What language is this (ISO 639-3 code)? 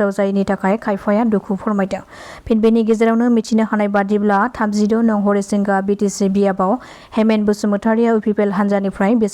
brx